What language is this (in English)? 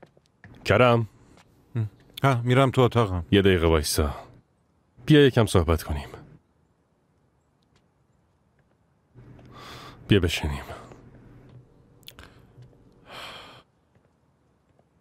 Persian